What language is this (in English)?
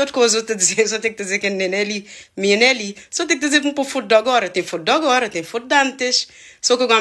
Kabuverdianu